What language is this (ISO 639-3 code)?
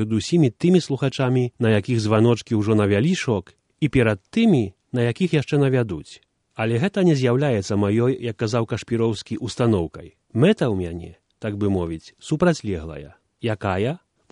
bel